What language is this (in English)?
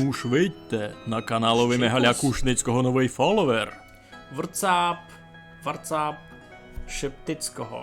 Rusyn